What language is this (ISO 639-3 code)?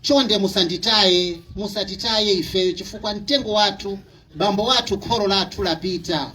nya